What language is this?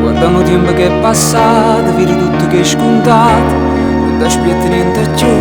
Neapolitan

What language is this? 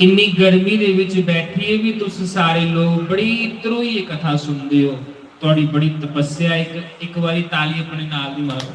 Dogri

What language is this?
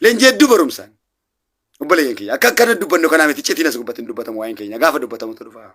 Oromo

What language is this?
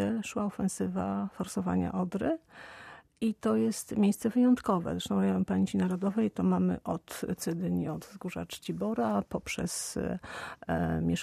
Polish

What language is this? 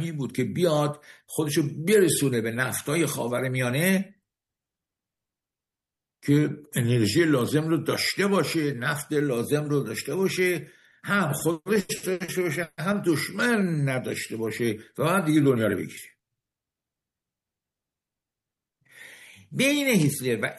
Persian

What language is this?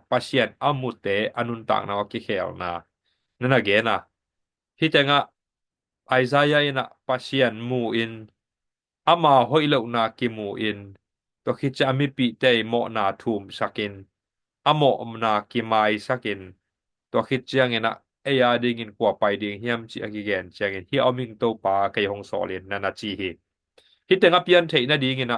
Tedim Chin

